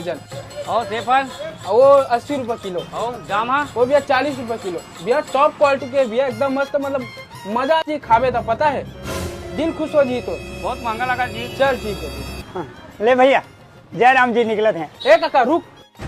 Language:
Chhattisgarhi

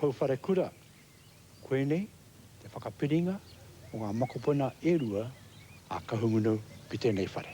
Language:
Māori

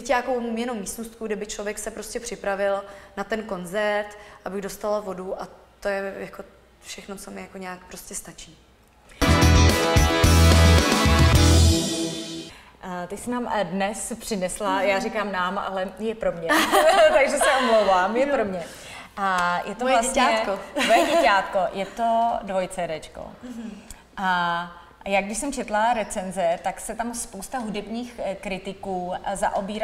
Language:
Czech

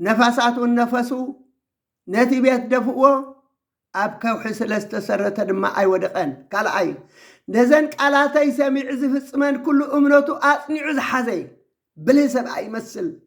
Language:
Tigrinya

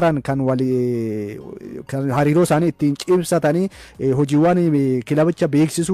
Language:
Oromo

